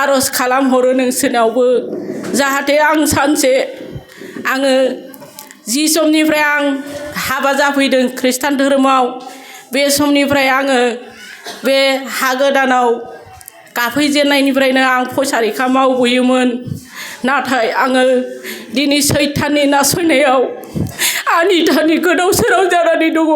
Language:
Bodo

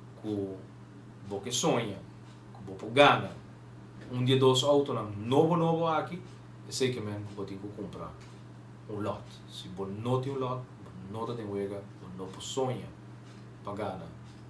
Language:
Papiamento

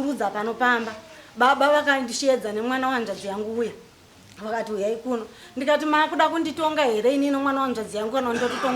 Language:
Shona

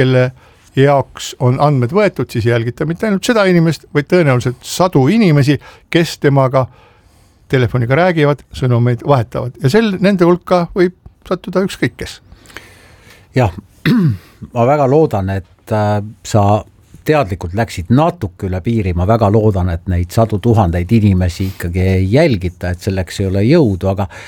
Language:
Estonian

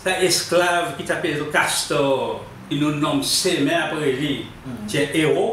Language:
Seselwa Creole French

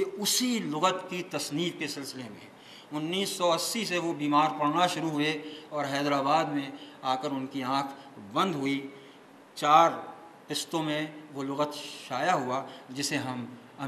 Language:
Urdu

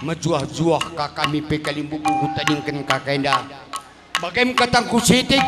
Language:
Batak Karo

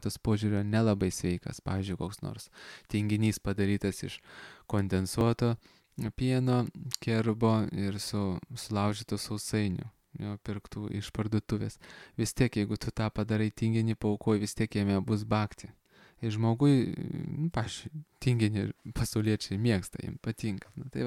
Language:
Lithuanian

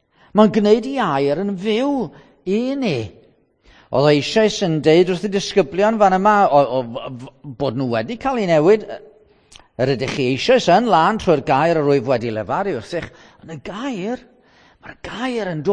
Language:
Welsh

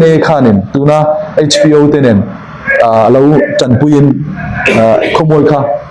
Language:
Falam Chin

